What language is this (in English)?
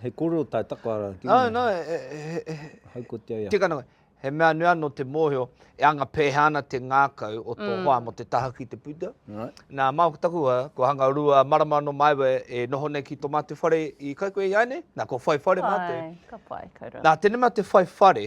Māori